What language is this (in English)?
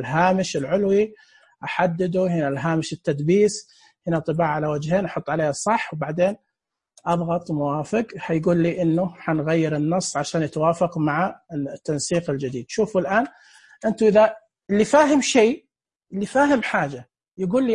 Najdi Arabic